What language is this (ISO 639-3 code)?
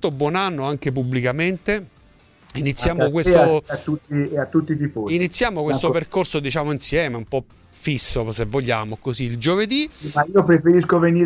ita